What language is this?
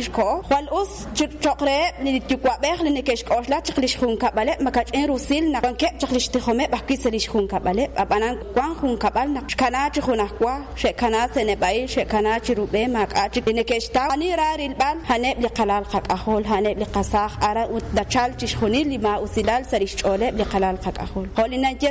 Kekchí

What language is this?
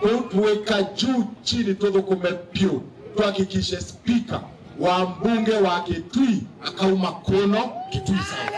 Kamba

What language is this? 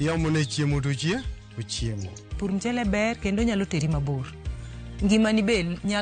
Luo (Kenya and Tanzania)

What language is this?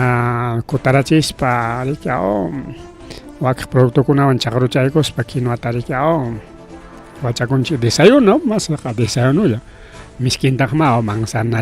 Ayacucho Quechua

